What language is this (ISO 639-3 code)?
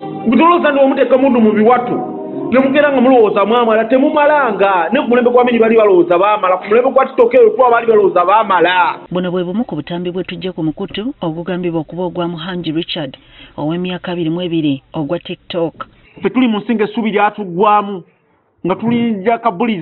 lug